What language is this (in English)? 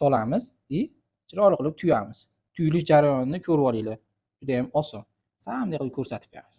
Uzbek